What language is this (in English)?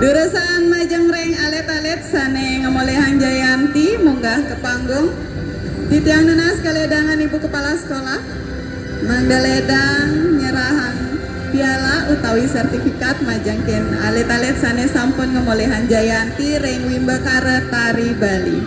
Balinese